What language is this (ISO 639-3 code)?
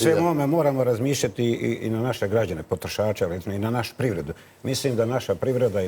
bos